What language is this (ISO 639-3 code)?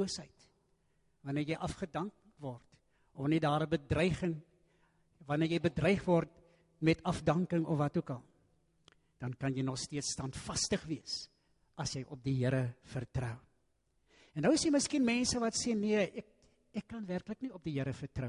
afr